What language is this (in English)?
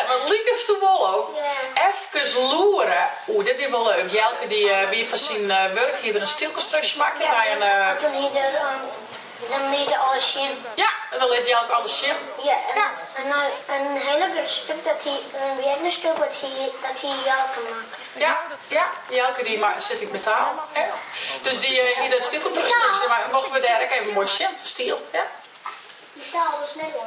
Western Frisian